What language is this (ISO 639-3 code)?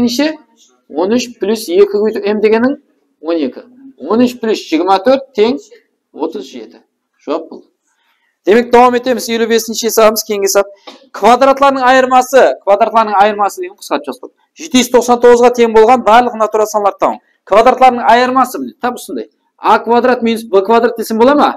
kaa